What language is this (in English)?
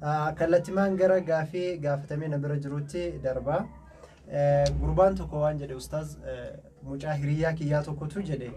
Oromo